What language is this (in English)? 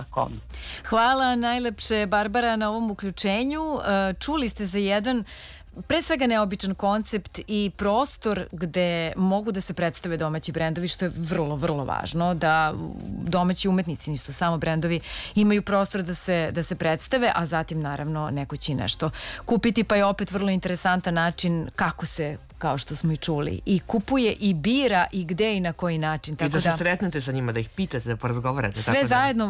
Serbian